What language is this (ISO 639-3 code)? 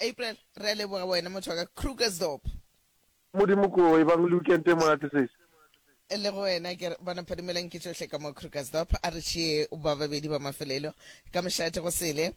nso